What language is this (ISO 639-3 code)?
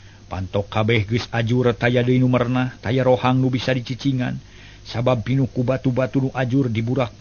sun